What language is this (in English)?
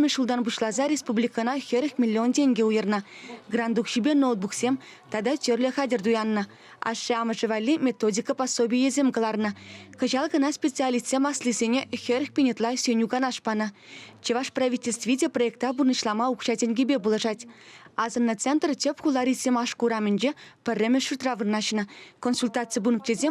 Chuvash